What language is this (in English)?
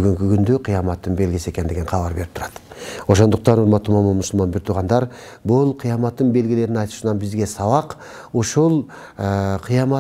Kyrgyz